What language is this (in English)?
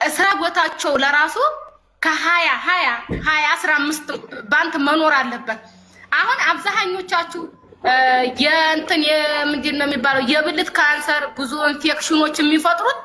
Amharic